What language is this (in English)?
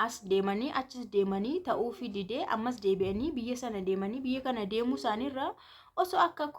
Oromo